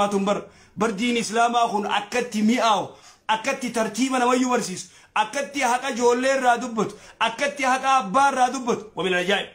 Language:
Oromo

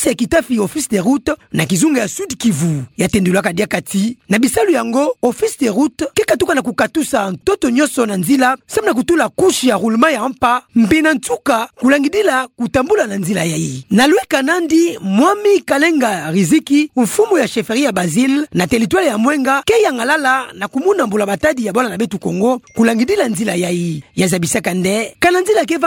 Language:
Kituba (Democratic Republic of Congo)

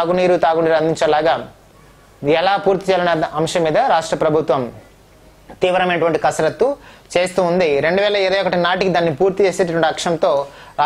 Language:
Telugu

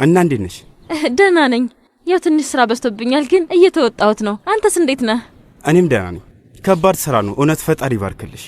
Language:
Amharic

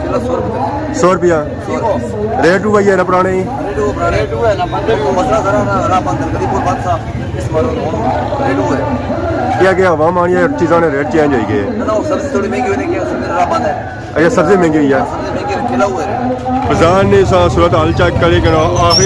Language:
Pahari-Potwari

